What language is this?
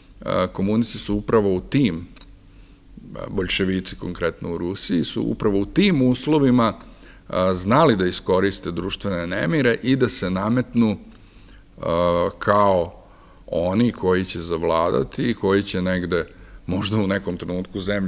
Serbian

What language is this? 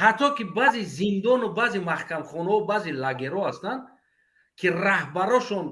Tajik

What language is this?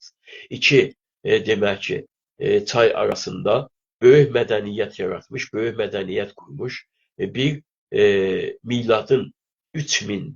South Azerbaijani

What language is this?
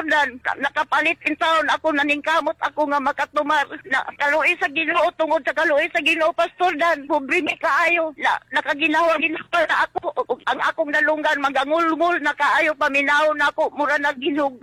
Cebuano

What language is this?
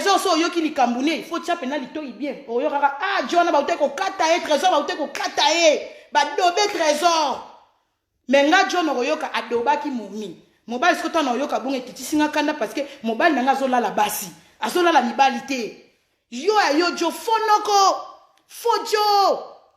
Lingala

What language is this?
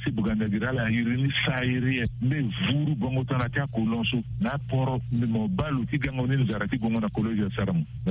Sango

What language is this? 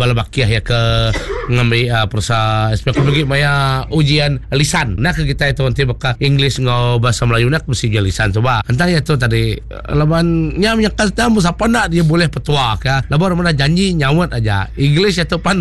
Iban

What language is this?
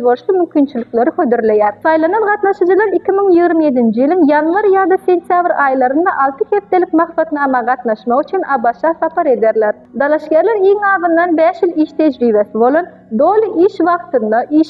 Turkmen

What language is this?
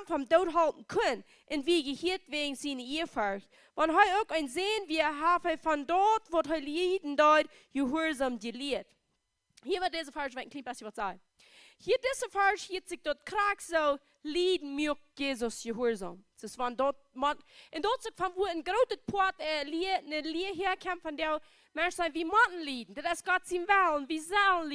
Plautdietsch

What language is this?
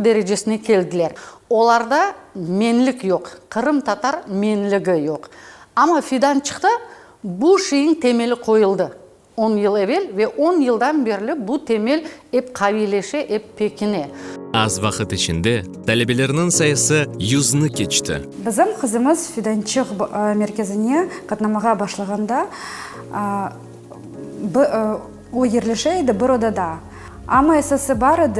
Crimean Tatar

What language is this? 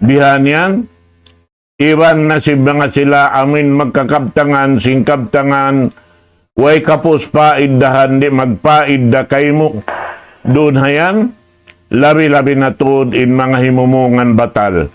Tausug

